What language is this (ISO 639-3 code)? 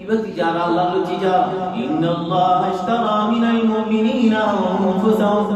rhg